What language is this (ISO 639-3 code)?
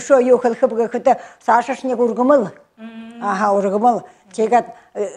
bua